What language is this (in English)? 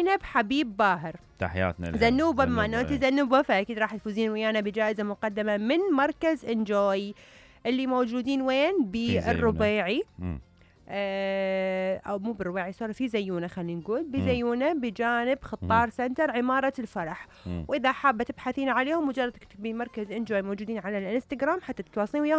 Mesopotamian Arabic